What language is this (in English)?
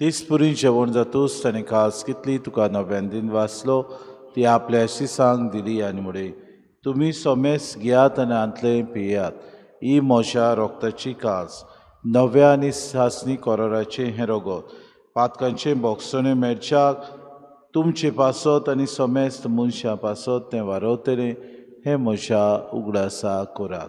Konkani